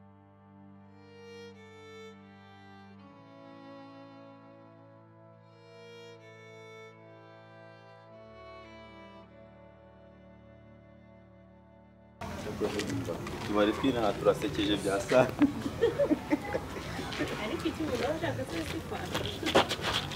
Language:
Kinyarwanda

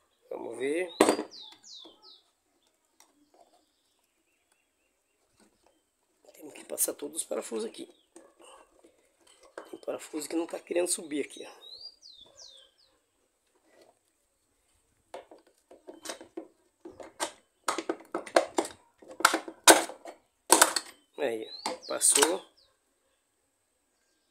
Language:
Portuguese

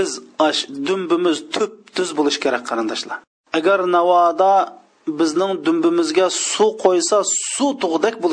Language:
Uyghur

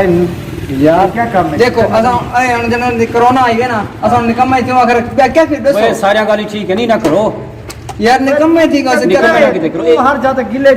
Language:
Saraiki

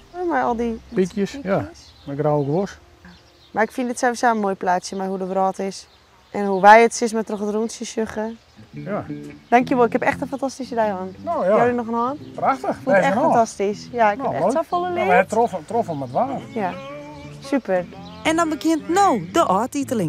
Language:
Western Frisian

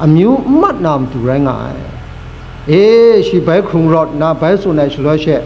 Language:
Kachin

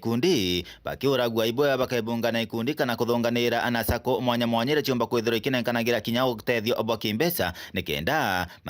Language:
Meru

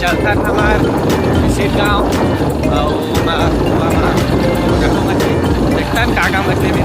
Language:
Chhattisgarhi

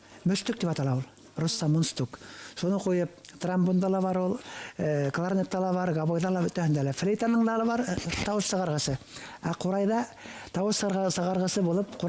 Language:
Bashkir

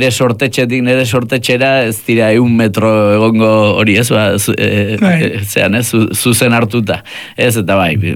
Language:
Basque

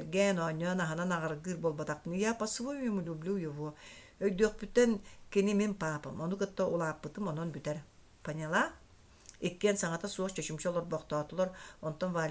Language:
Yakut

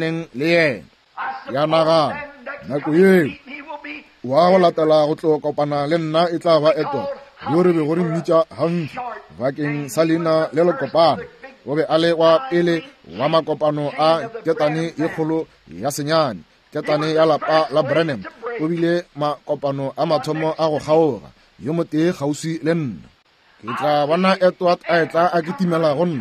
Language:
Northern Sotho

